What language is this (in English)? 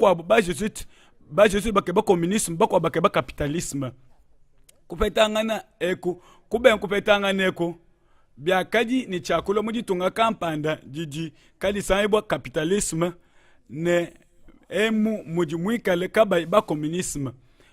Luba-Lulua